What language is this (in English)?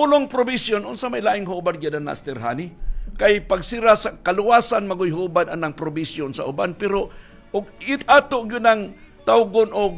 Cebuano